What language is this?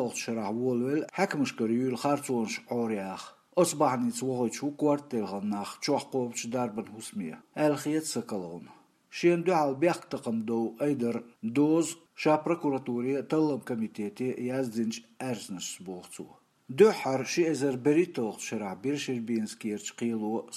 Chechen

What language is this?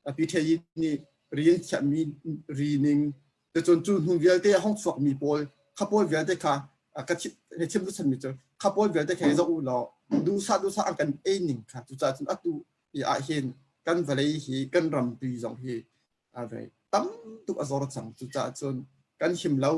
Hakha Chin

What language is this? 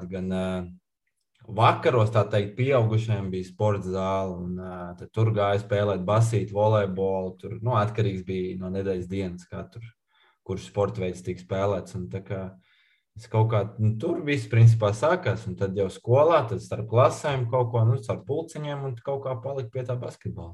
Latvian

